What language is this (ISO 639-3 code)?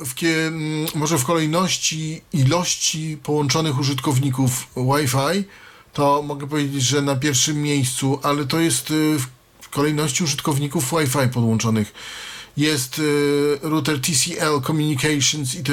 pol